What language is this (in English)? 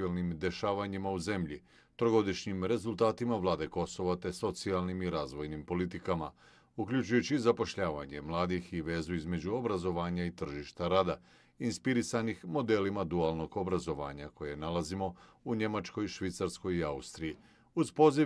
Bosnian